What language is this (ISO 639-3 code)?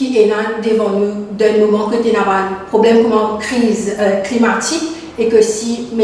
mfe